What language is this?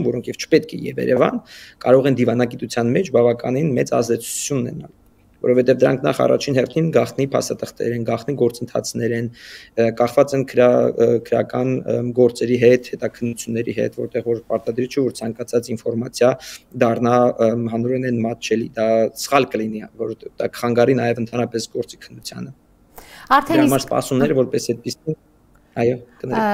Armenian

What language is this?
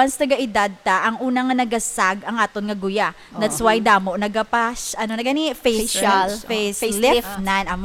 Hiligaynon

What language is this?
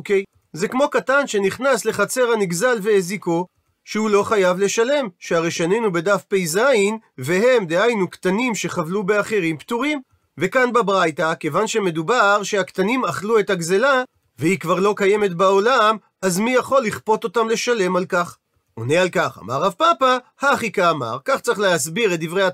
Hebrew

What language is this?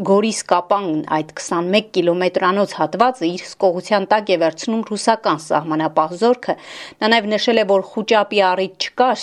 Armenian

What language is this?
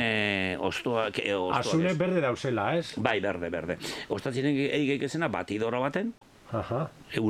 Basque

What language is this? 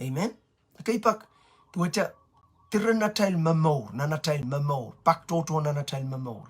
Pohnpeian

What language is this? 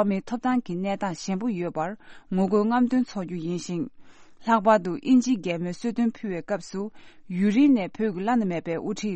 Tibetan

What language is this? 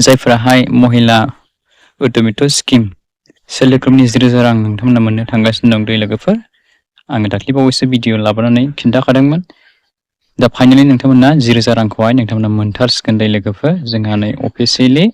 Bodo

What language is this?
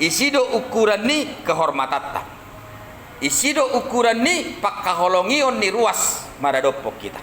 Batak Toba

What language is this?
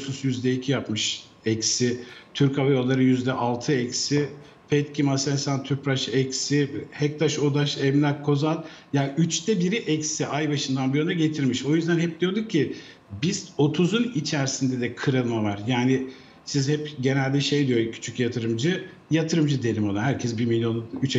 Turkish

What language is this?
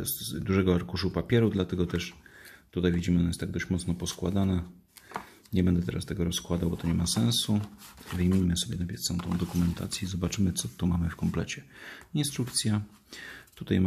Polish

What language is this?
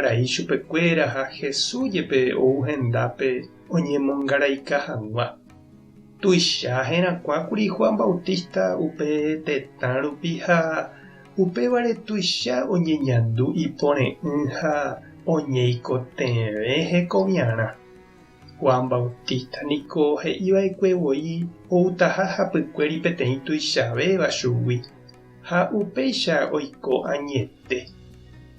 Guarani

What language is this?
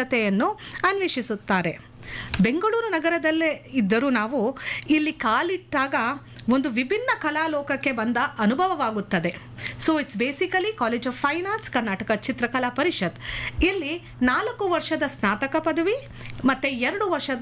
Kannada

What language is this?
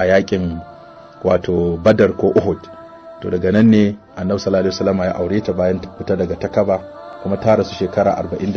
Hausa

